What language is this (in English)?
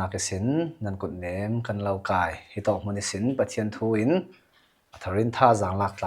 Falam Chin